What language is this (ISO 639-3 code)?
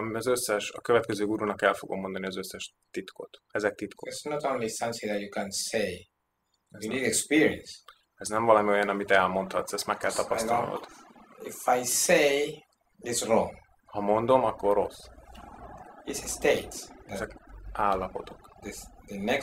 hun